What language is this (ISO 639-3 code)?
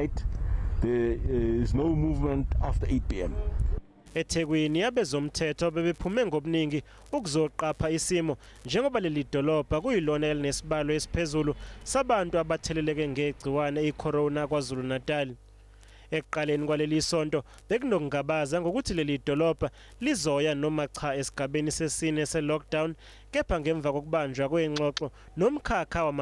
zul